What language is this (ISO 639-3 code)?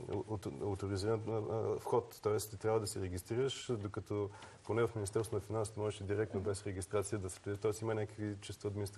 bul